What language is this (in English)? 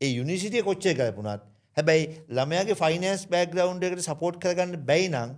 Sinhala